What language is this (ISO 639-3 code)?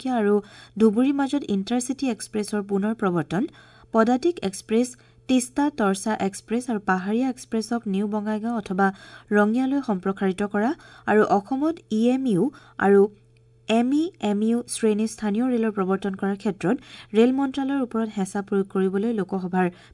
asm